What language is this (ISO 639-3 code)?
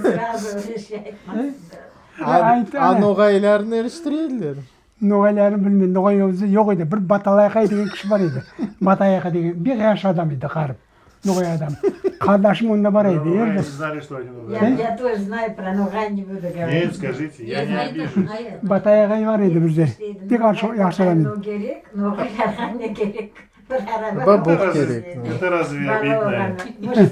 crh